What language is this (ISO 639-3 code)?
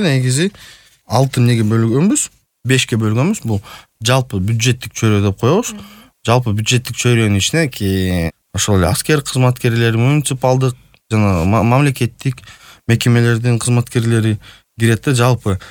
kir